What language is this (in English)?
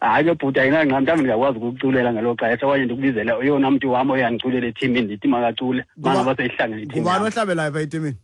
Xhosa